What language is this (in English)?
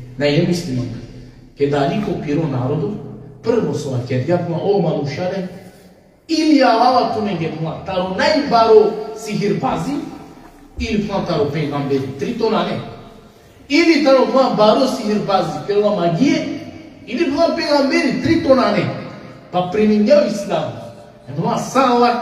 Balkan Romani